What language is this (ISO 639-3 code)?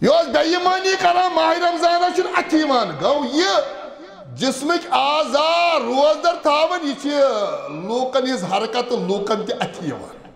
kas